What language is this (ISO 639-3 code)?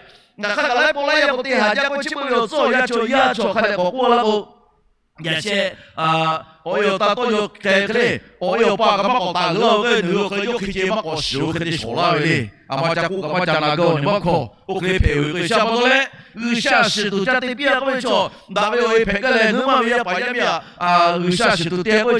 lhu